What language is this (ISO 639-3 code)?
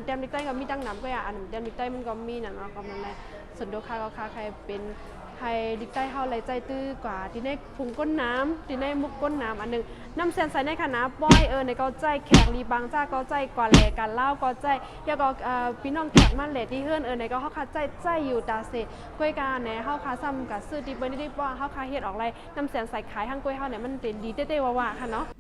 shn